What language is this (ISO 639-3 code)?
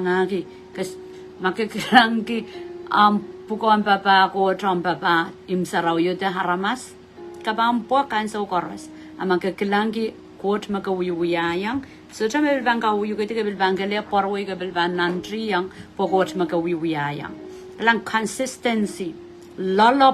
pon